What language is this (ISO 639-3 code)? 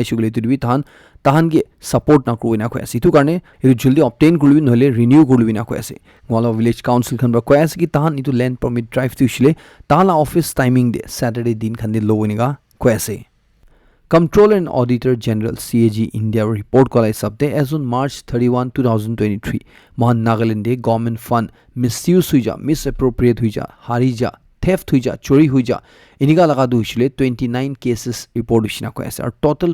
nag